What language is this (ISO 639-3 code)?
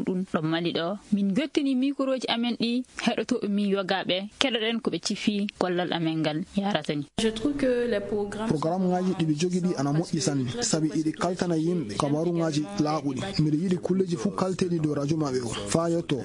ful